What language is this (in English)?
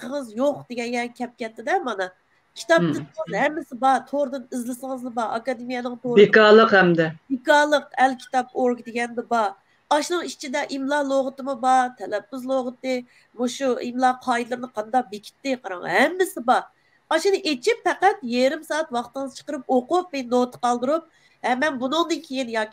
Uyghur